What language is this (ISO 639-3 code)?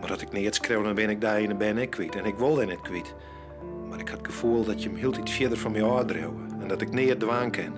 fry